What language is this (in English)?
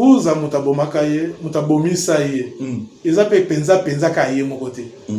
Lingala